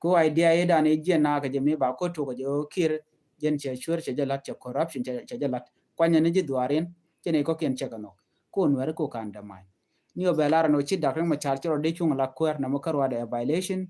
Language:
Nuer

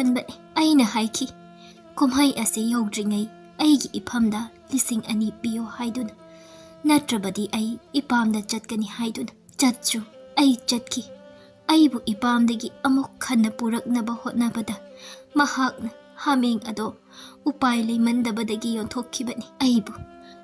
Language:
Manipuri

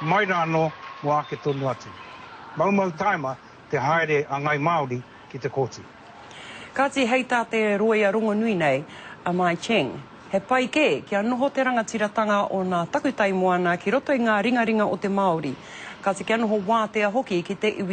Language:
Māori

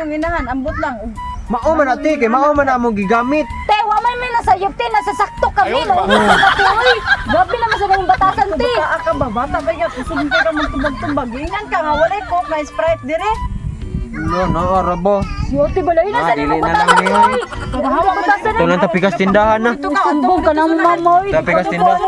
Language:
Cebuano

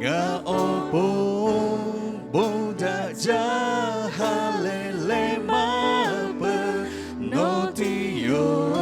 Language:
Lahu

